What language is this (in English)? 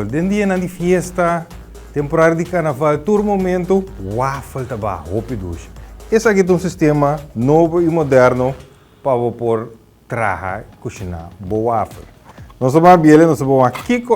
Papiamento